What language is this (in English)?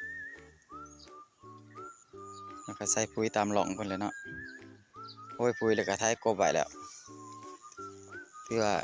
Lao